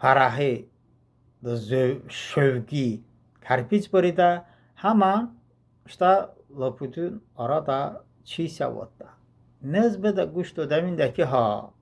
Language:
Talysh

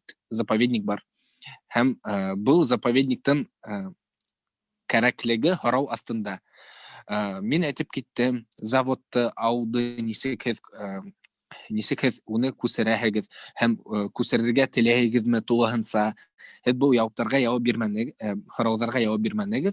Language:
Bashkir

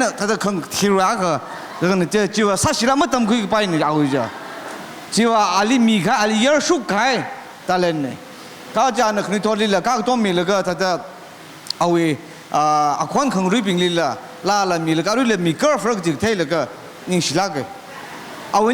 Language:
Tangkhul Naga (India)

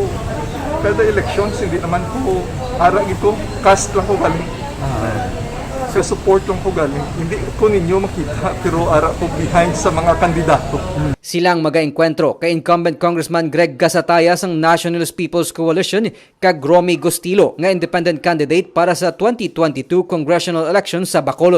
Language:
Hiligaynon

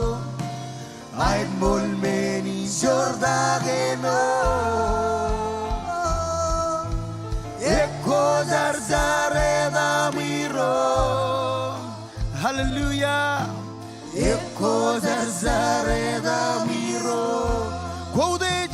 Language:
Marshallese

